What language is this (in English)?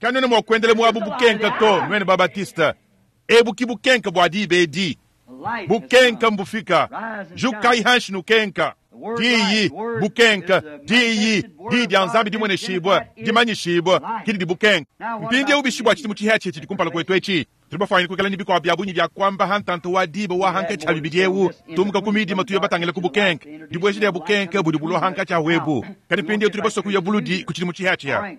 Luba-Lulua